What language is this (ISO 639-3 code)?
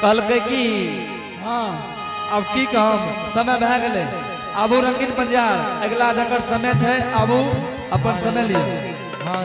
anp